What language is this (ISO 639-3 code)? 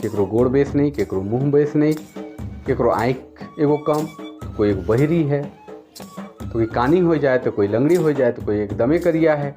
sck